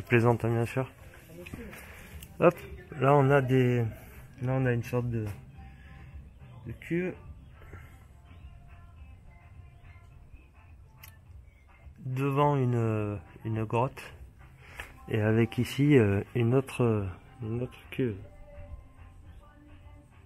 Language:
French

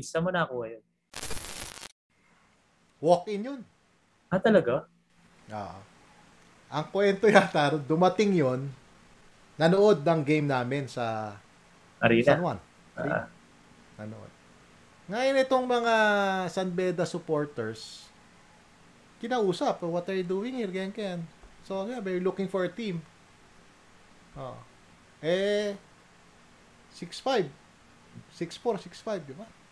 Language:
Filipino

